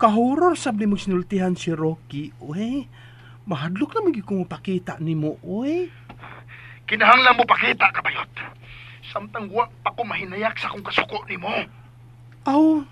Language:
Cebuano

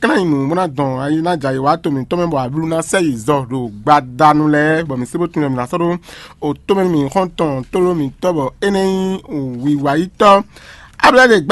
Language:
Fon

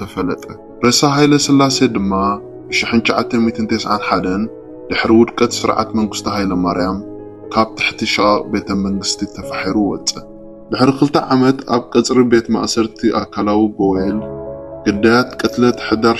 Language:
Tigrinya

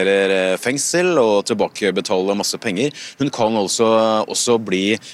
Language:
Norwegian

